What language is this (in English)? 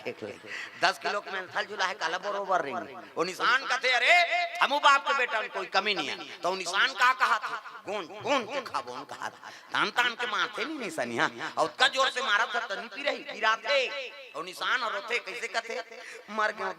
Chhattisgarhi